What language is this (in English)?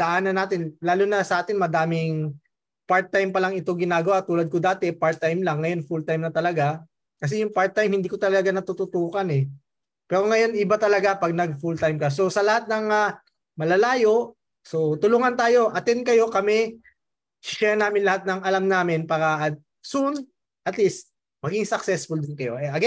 Filipino